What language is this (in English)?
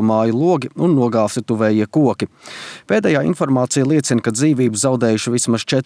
Latvian